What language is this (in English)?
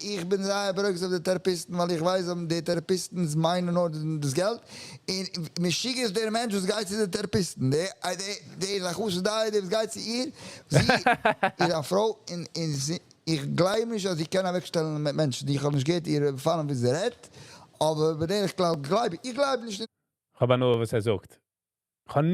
Yiddish